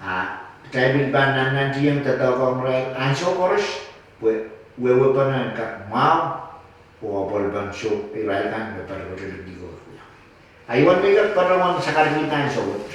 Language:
Pohnpeian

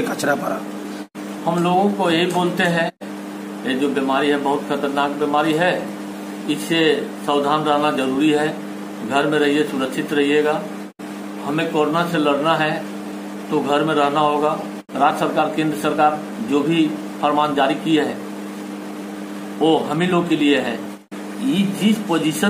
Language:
Hindi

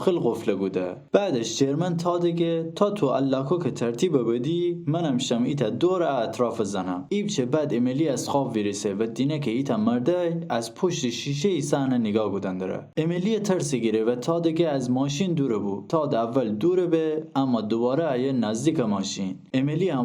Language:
Gilaki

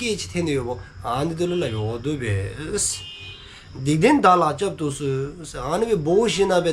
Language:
Dzongkha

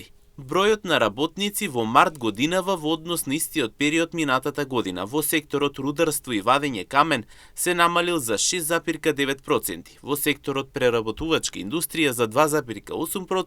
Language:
Macedonian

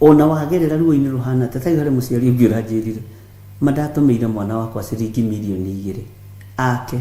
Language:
Kikuyu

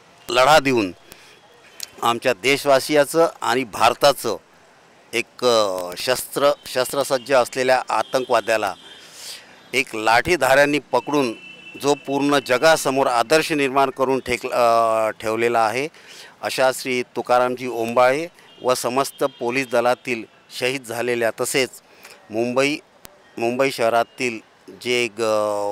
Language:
Marathi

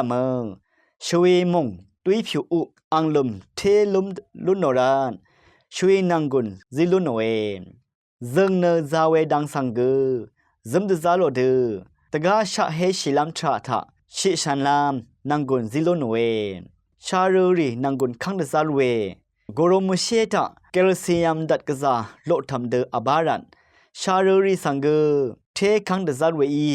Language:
Rawang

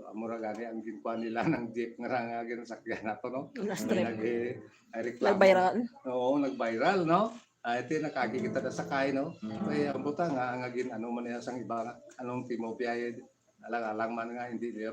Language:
Hiligaynon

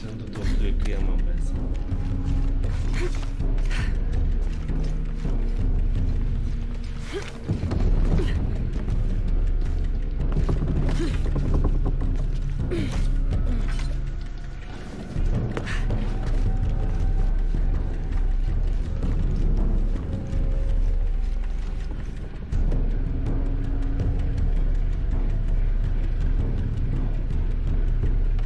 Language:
Turkish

